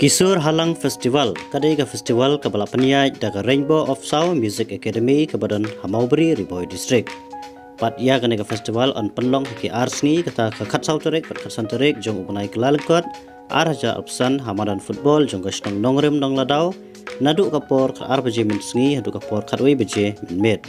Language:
Khasi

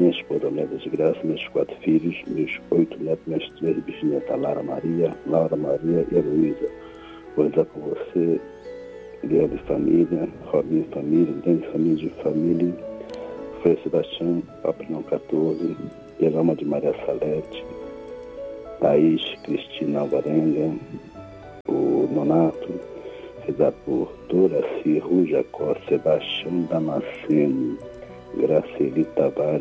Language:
Portuguese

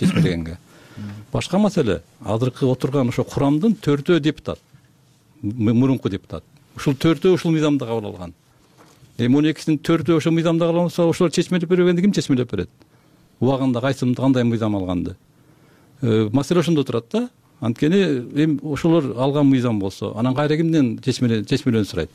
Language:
Kyrgyz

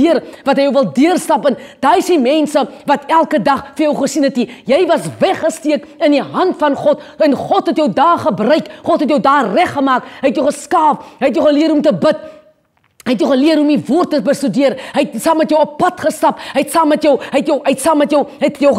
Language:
Afrikaans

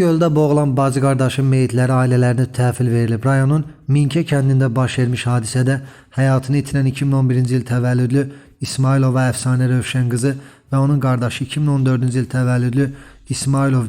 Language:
Azerbaijani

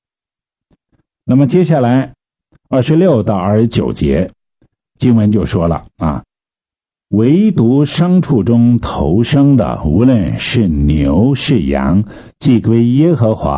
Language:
Chinese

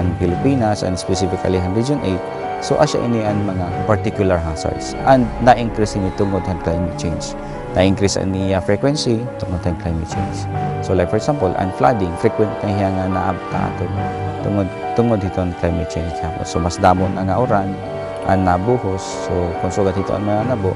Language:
Waray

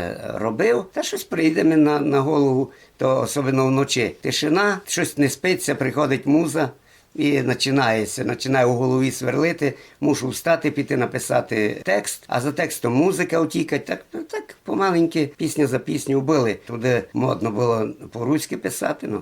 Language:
Rusyn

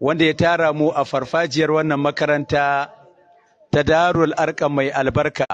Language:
Hausa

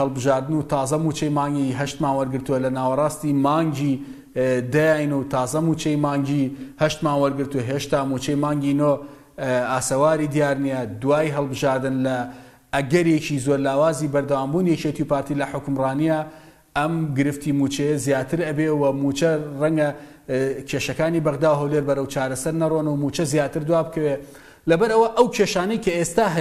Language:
Central Kurdish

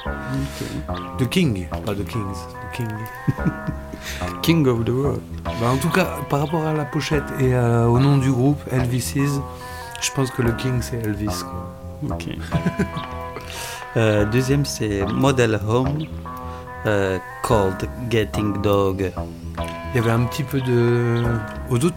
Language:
French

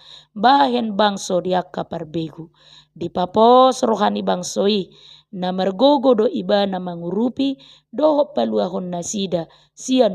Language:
Batak Toba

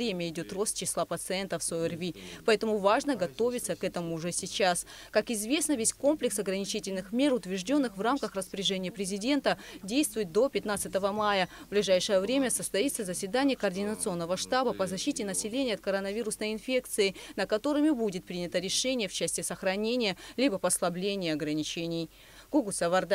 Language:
Russian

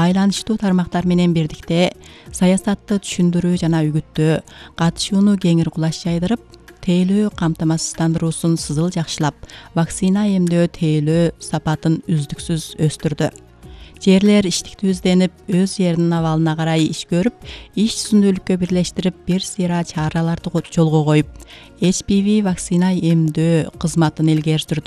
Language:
Kyrgyz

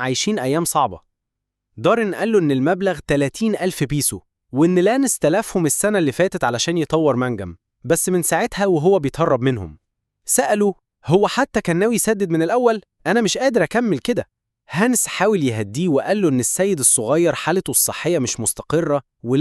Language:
Egyptian Arabic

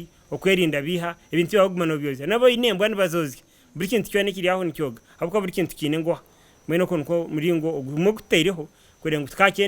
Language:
Nyankole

